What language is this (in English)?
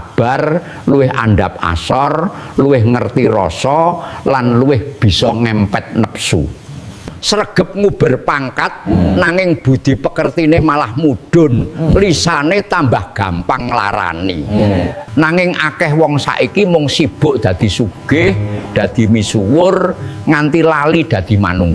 Javanese